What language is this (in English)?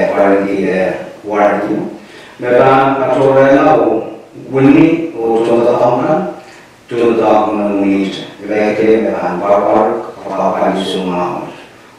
Pohnpeian